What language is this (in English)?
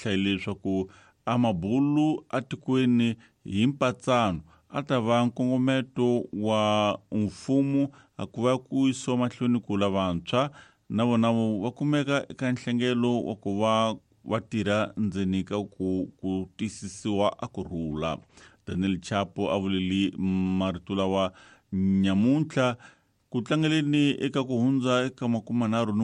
Tsonga